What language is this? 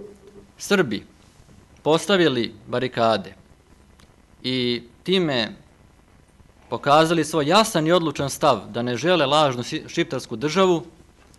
Serbian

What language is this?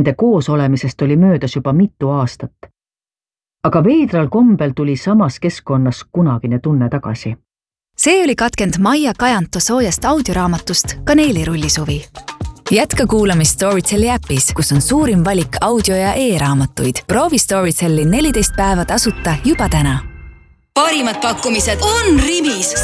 Estonian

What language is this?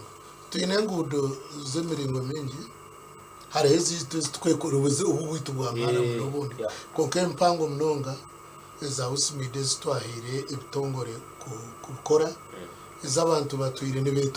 Nyankole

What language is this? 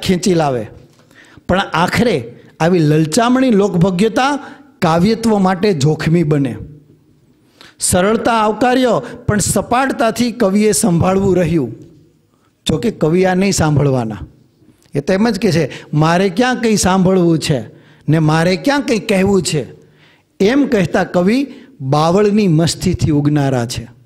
Gujarati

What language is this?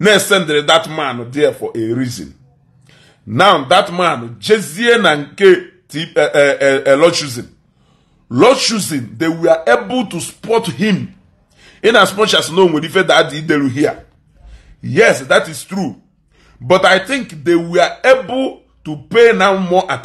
Igbo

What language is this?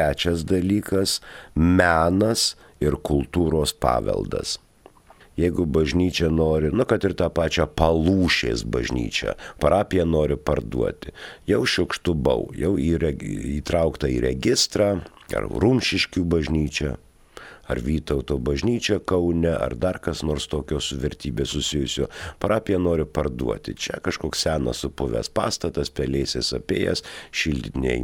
Lithuanian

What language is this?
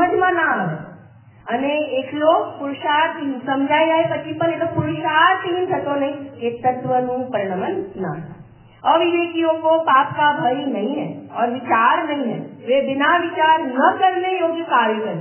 Gujarati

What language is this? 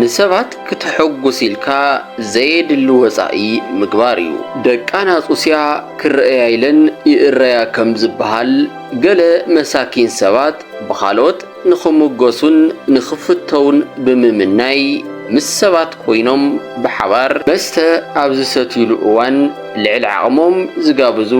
Tigrinya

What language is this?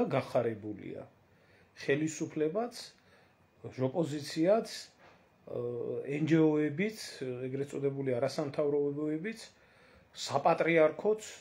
Georgian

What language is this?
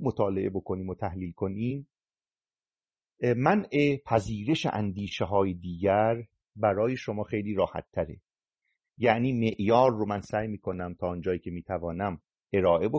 Persian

